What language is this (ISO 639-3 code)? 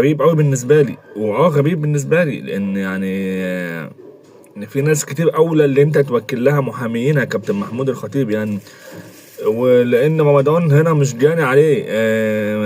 arz